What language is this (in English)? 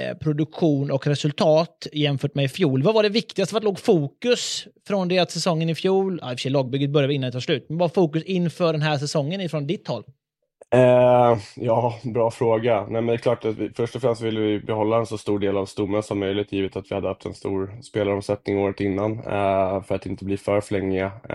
Swedish